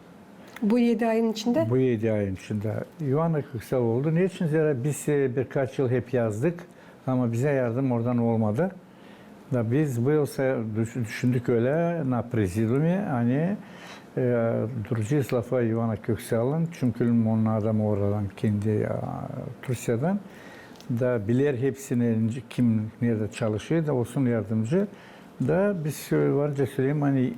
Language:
Gagauz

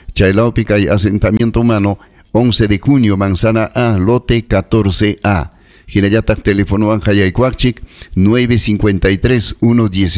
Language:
Ayacucho Quechua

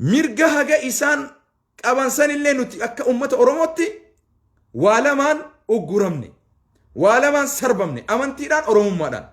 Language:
Oromo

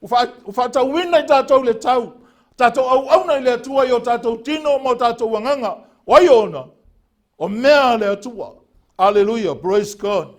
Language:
Samoan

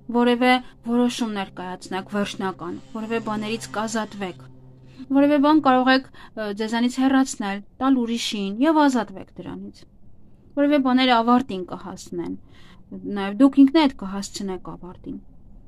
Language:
Armenian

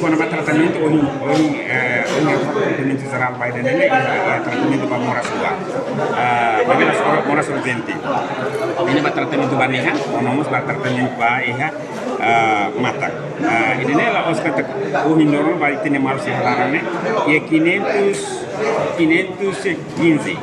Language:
Tetum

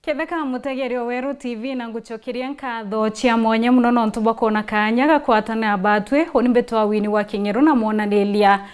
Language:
Meru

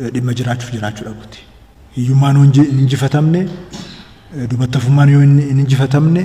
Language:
Oromo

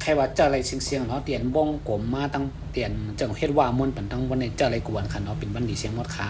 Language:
Shan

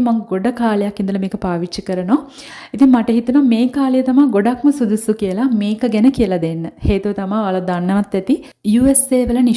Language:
Sinhala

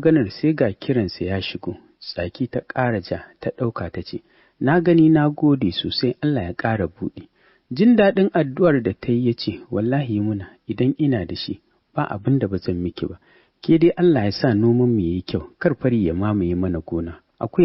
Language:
Hausa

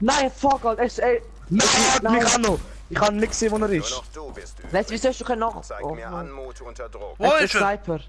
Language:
Swiss German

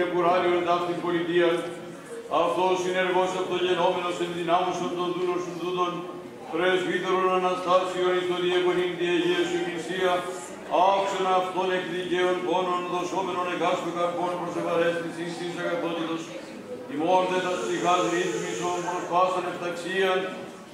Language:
Greek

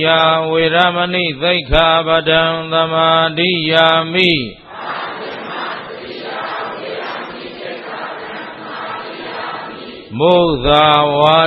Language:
Burmese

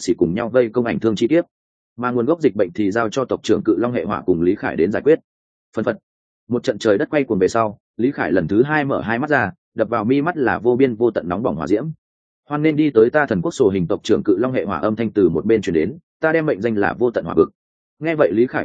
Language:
Vietnamese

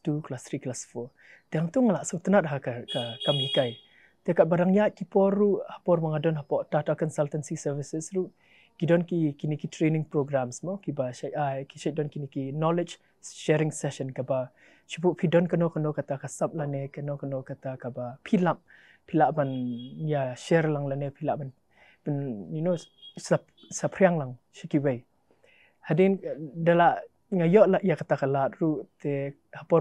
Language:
Khasi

